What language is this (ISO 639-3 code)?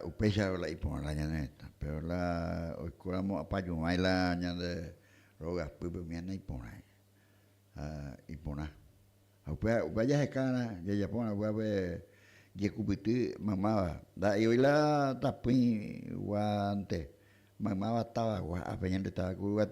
grn